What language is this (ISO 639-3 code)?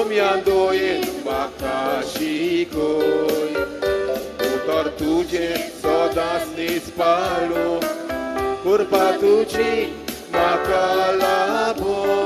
kok